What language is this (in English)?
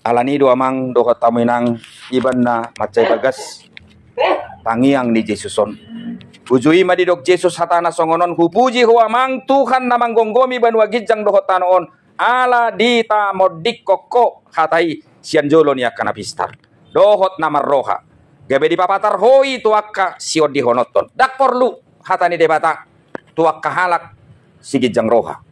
Batak Toba